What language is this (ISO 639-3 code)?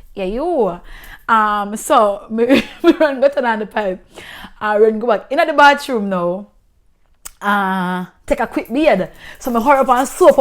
jam